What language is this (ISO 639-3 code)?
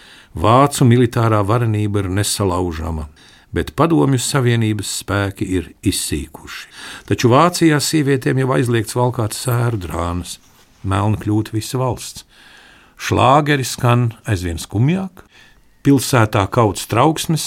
lav